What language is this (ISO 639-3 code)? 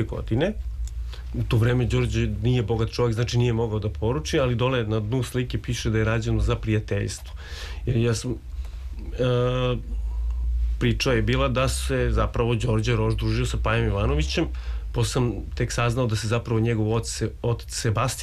srp